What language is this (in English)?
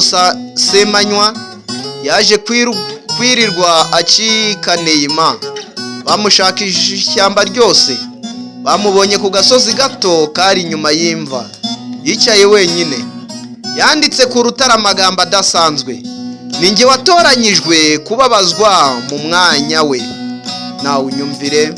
Kinyarwanda